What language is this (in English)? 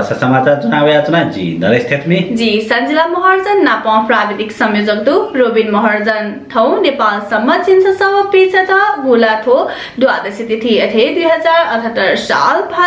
Newari